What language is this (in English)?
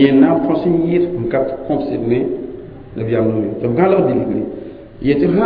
Mossi